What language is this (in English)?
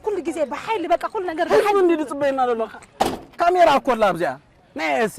Tigrinya